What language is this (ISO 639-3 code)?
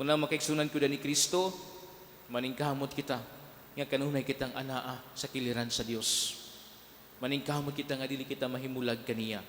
ceb